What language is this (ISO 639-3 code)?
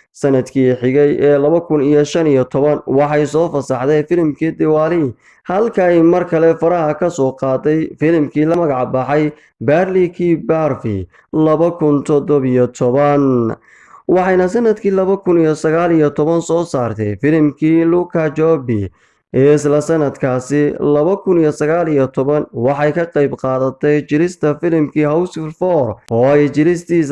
som